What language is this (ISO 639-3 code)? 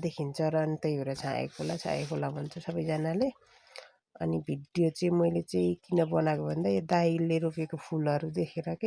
nep